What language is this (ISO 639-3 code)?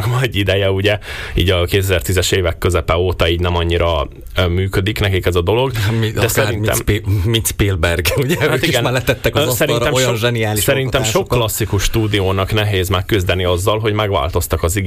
hun